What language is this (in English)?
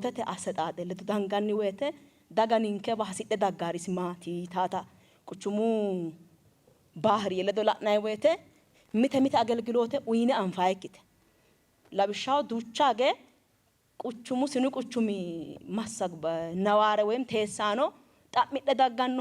Sidamo